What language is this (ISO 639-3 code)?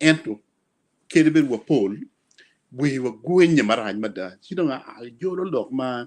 ach